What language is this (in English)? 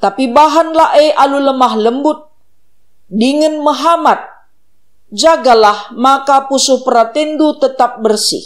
Batak Karo